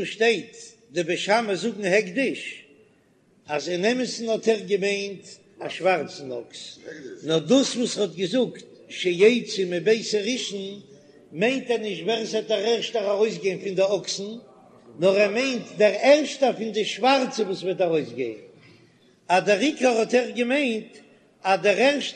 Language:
Yiddish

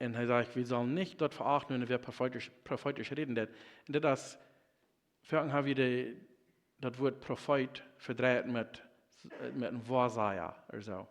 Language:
Plautdietsch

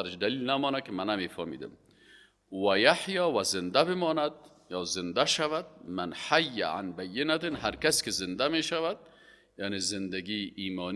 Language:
Persian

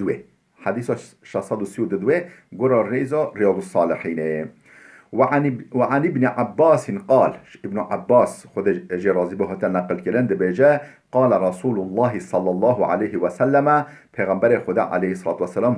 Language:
Kurdish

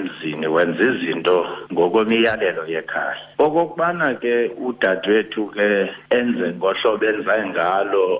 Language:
Xhosa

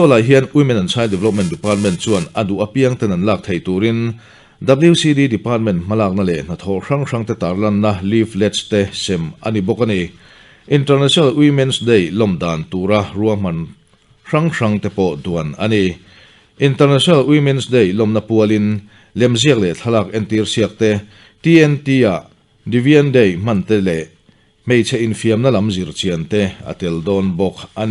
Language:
Mizo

